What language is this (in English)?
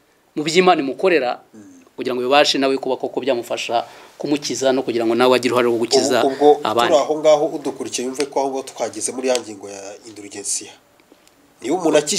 Kinyarwanda